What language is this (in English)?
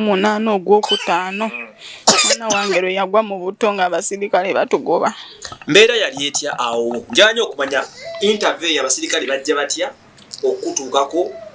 Ganda